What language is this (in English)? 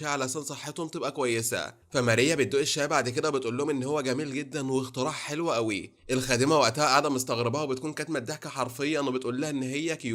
Egyptian Arabic